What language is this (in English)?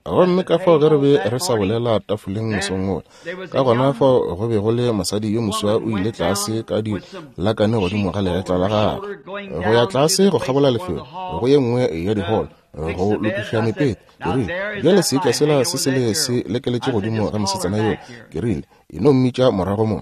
Northern Sotho